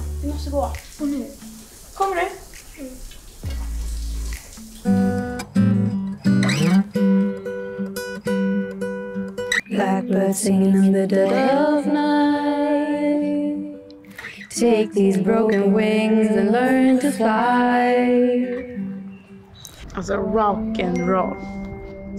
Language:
Swedish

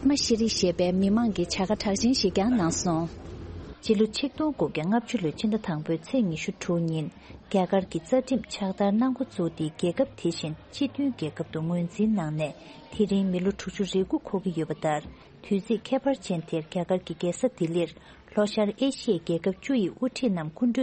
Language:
Tibetan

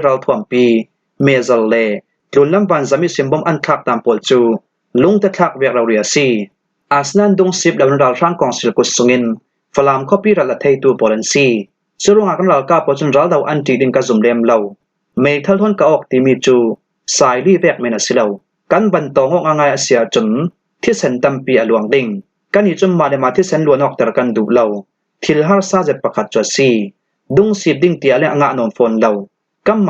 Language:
Falam Chin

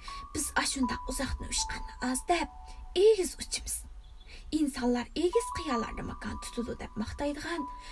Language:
Uyghur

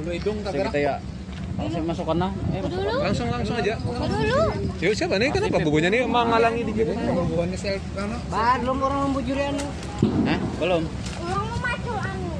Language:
Banjar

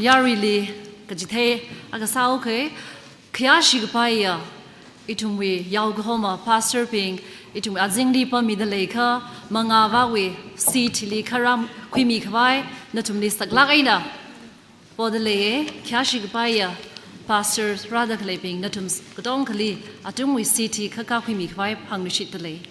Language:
Tangkhul Naga (India)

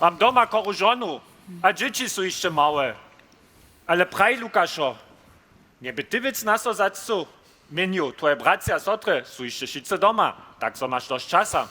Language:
Upper Sorbian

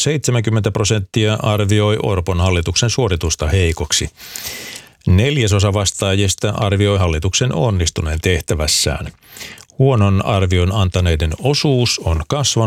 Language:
Finnish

